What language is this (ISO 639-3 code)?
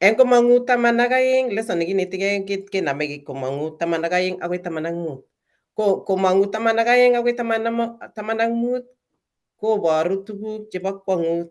kln